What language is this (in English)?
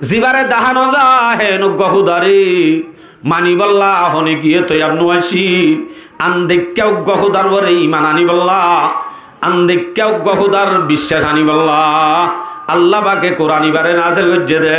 Rohingya